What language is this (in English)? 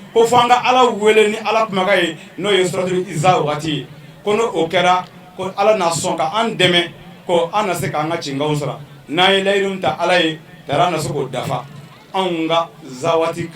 Bambara